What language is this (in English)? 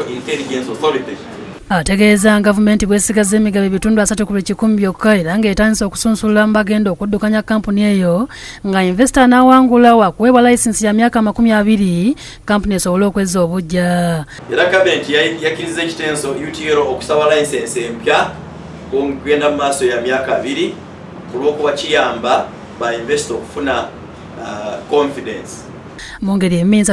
Ganda